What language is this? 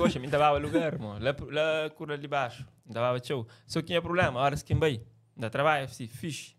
Kabuverdianu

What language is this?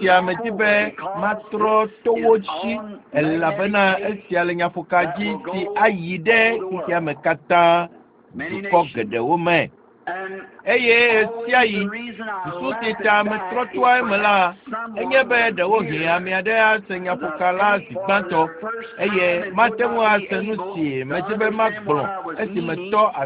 Ewe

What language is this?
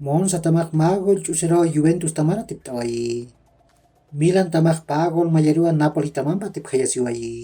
Aymara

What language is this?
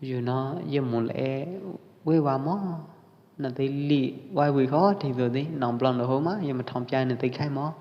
Pwo Eastern Karen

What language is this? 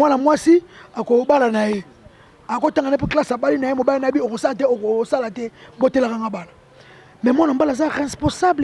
Lingala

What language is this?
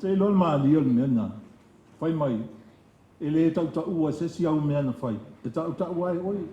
Samoan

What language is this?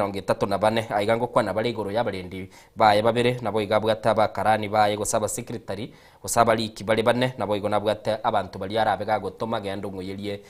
Gusii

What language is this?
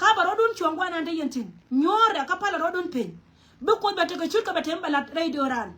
Nuer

